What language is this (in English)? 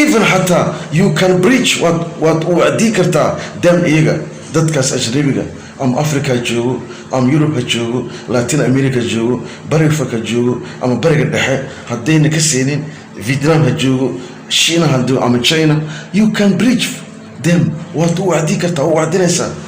Somali